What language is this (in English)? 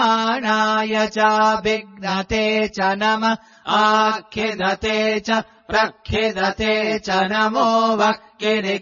Sanskrit